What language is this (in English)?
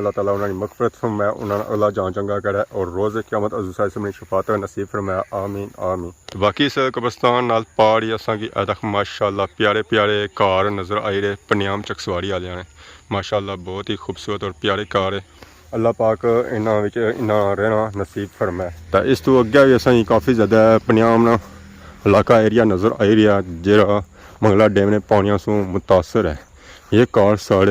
Pahari-Potwari